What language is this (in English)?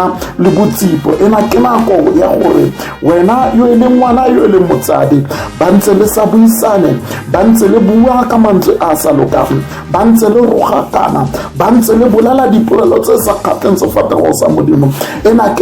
Tswana